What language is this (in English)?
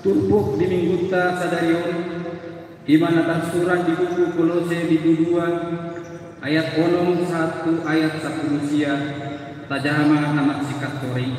Batak Toba